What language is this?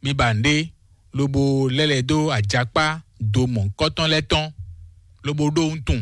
Fon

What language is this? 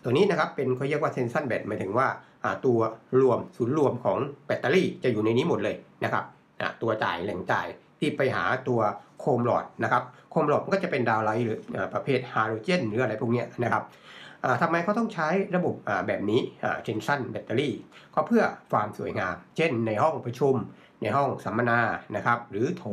Thai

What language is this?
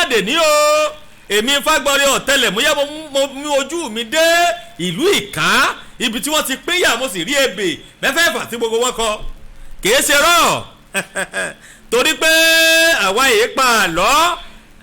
Yoruba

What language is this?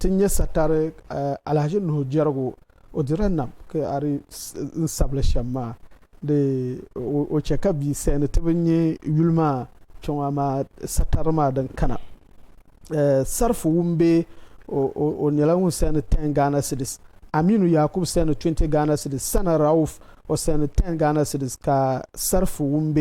Dagbani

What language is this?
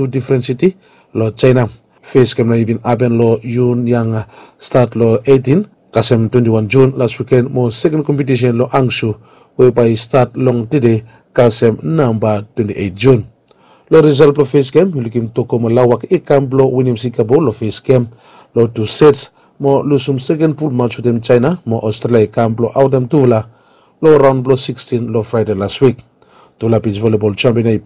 Bislama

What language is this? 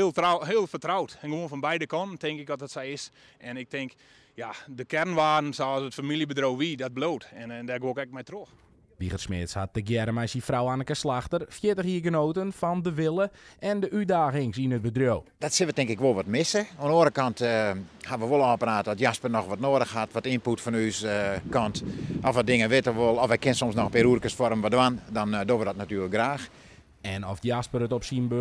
Western Frisian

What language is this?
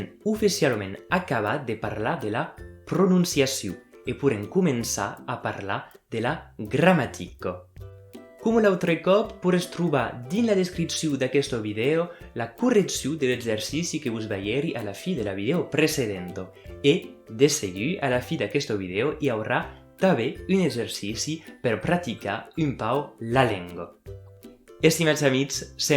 Occitan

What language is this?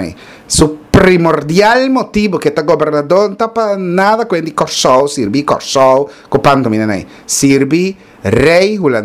Papiamento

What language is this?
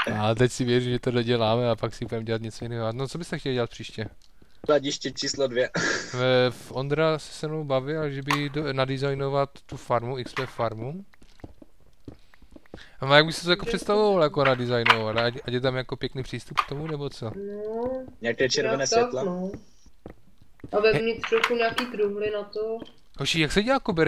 Czech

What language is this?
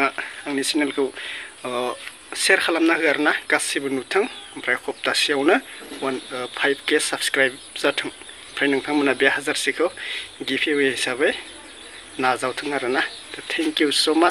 Bodo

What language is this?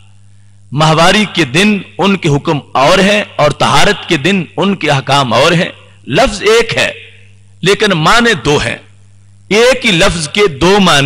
Urdu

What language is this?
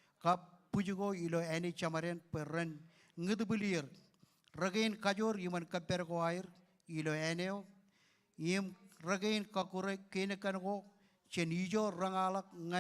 Marshallese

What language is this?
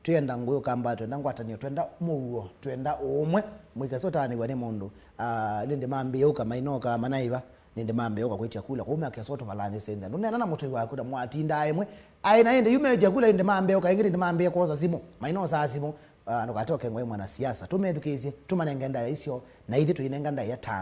Kamba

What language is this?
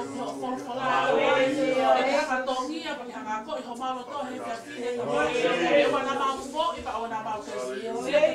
Tongan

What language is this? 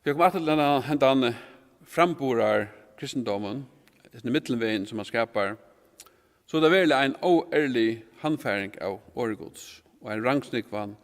Faroese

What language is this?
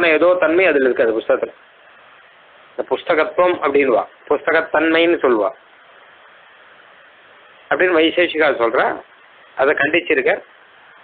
Tamil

